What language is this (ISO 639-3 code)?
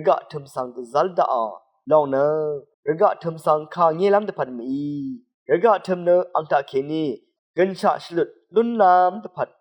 raw